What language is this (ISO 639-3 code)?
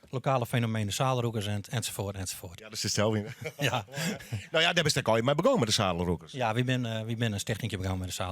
fry